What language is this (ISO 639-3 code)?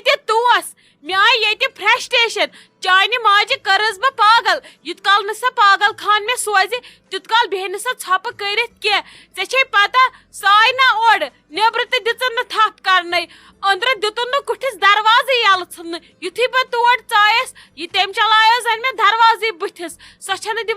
kas